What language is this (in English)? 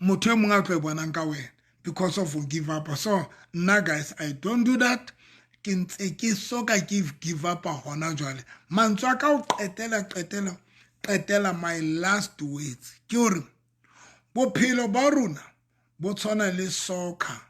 Southern Sotho